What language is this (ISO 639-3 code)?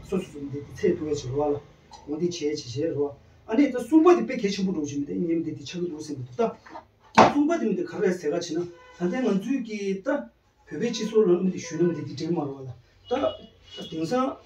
bod